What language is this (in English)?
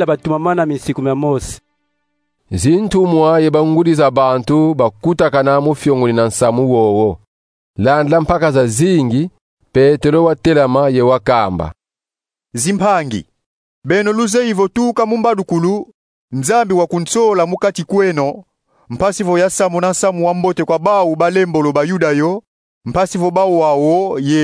Kongo